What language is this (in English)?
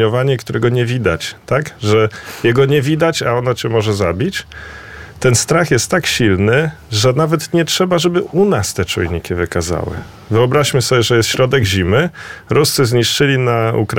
Polish